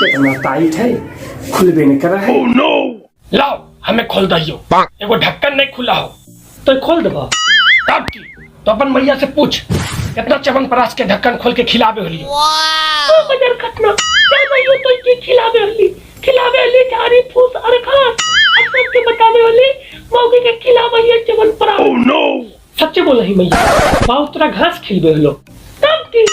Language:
Magahi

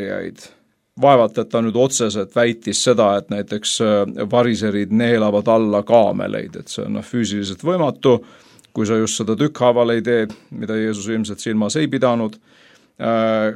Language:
Estonian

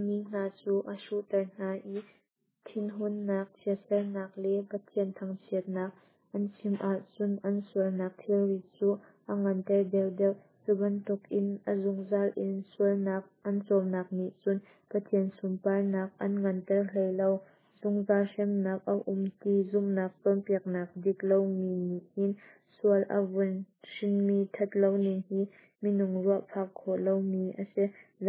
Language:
Hakha Chin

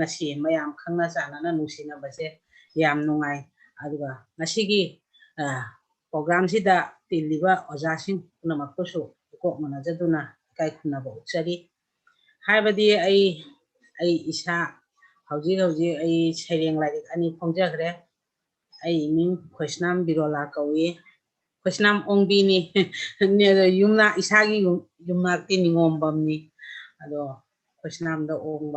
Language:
Manipuri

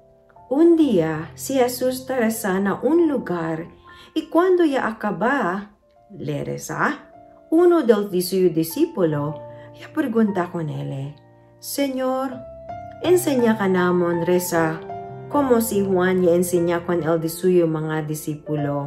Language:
Chavacano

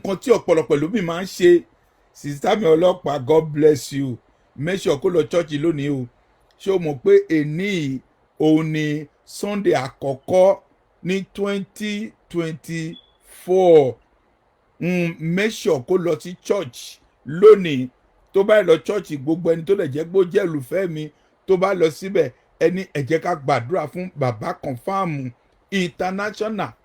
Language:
Yoruba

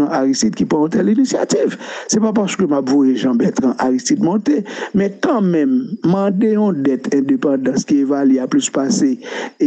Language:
Haitian Creole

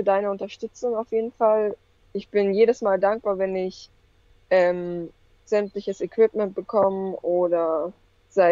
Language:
German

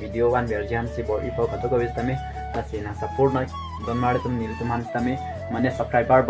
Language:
Karbi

